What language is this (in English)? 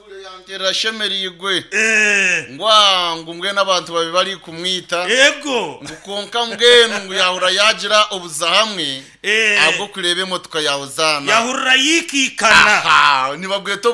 Nyankole